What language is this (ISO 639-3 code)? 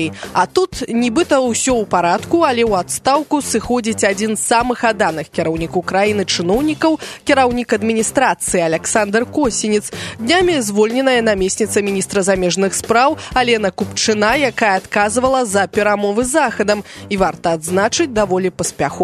bel